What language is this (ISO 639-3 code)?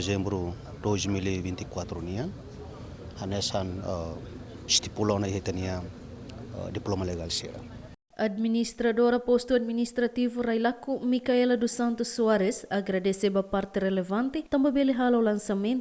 tet